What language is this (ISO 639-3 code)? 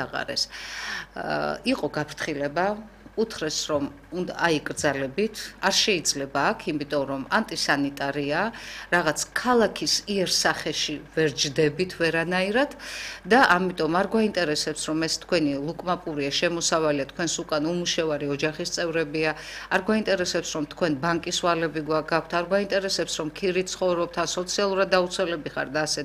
kat